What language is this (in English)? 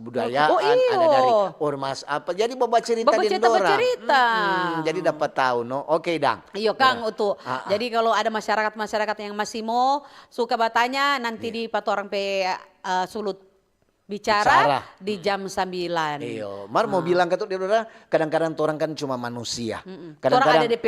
Manado Malay